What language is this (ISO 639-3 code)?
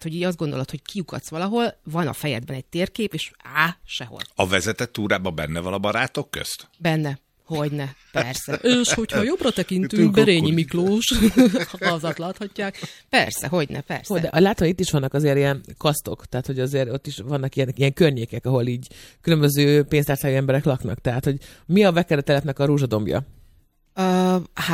hun